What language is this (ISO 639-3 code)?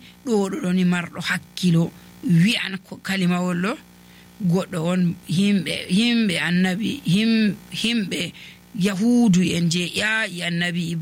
fuv